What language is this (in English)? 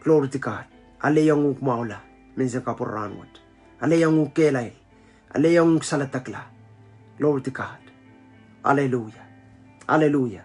Pohnpeian